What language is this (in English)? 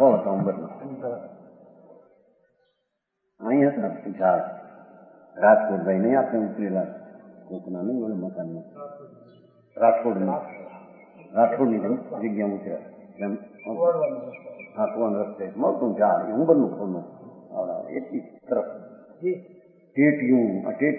Gujarati